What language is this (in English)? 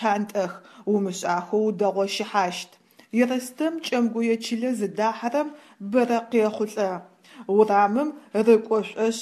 Adyghe